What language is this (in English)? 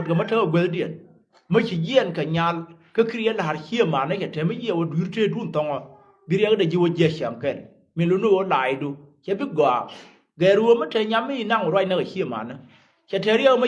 Nuer